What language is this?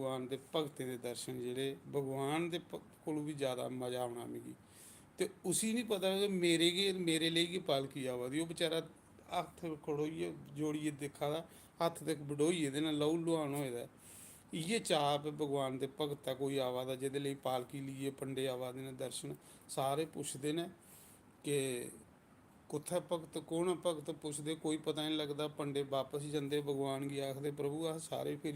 Dogri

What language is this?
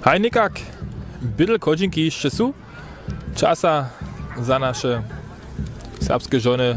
Upper Sorbian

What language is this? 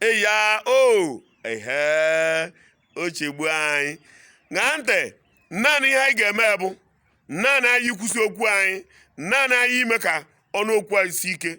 Igbo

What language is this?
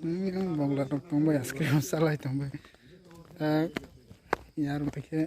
Kok Borok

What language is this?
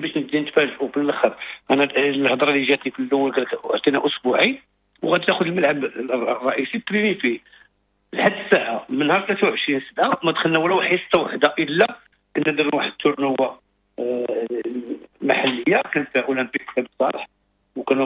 Moroccan Arabic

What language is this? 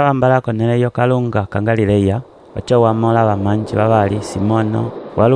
Umbundu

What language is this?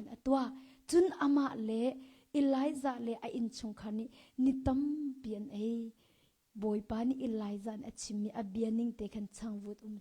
Hakha Chin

